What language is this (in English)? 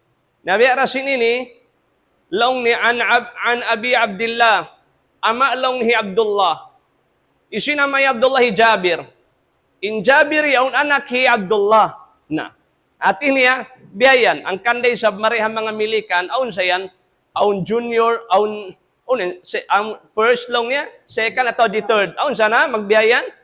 Tausug